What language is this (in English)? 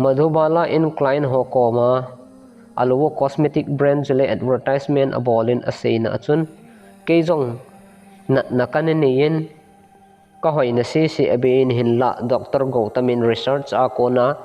Thado Chin